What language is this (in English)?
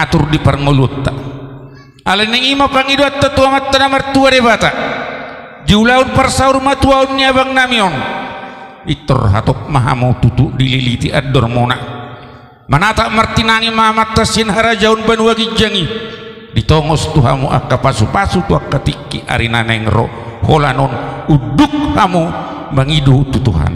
Batak Toba